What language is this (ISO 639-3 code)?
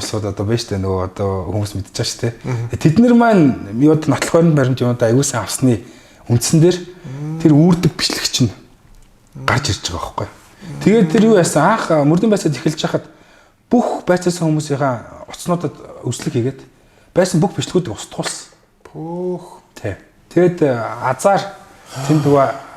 mon